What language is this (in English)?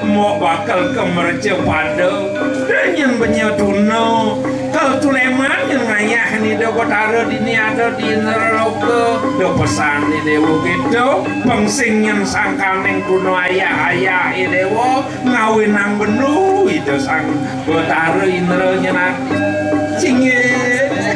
Balinese